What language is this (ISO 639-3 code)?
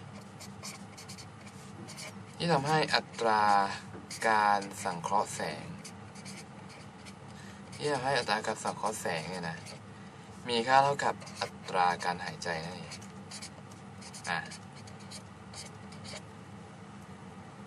tha